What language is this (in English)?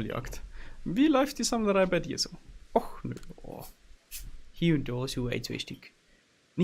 Bavarian